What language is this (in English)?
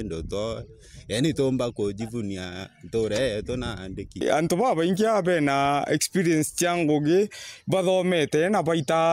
Meru